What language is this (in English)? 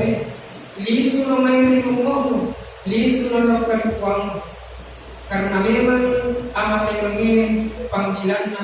Buginese